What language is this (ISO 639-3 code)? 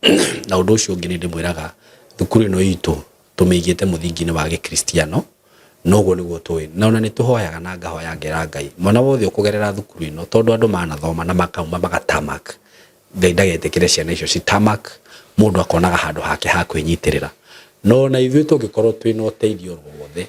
kik